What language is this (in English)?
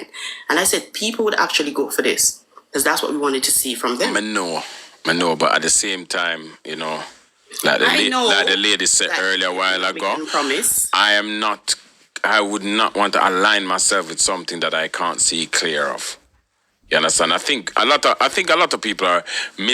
Jamaican Creole English